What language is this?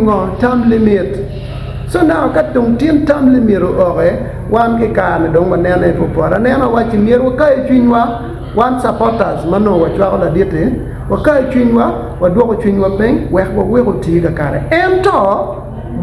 Acoli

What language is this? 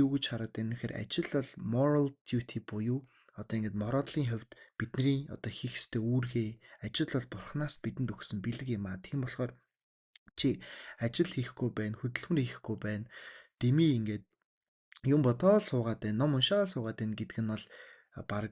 Mongolian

